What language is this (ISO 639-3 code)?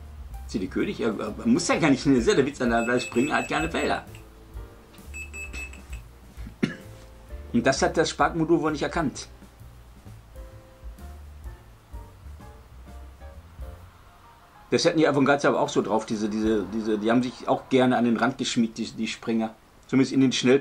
deu